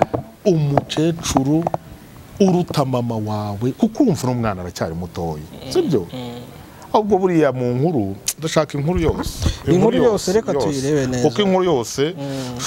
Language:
Kinyarwanda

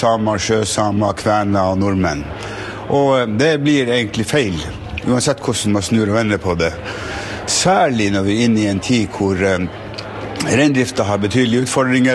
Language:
Norwegian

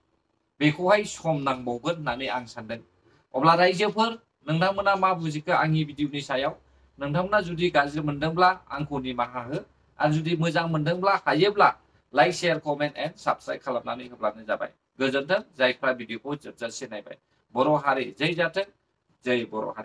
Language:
Bodo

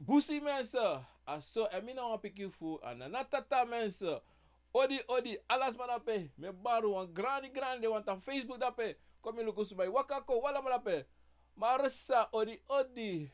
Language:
Sranan Tongo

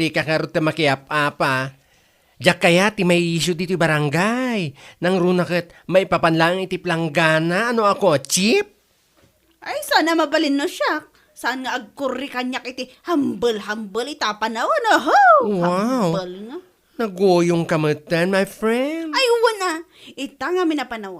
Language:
Iloko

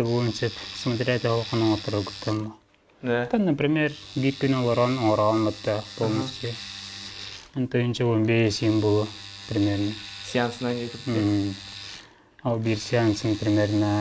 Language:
Yakut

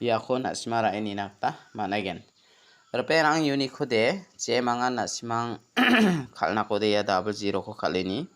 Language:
Garo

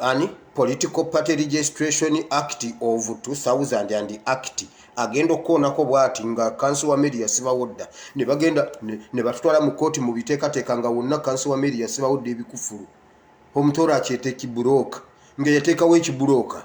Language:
Ganda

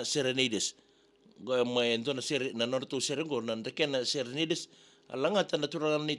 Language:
Fijian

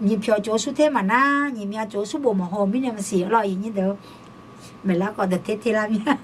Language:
Akha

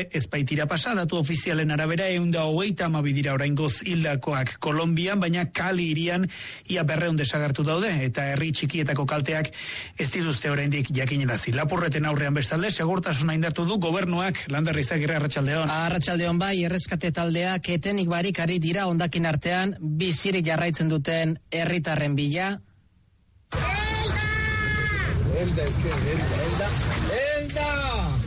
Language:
Basque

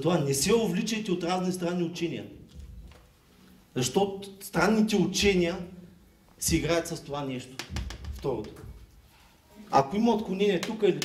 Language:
Bulgarian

